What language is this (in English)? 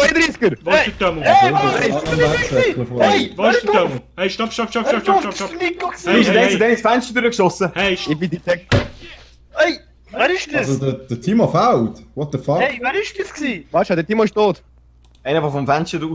Swiss German